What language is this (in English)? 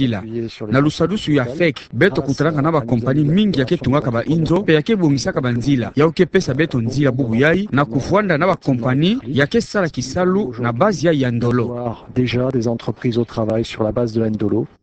Kituba (Democratic Republic of Congo)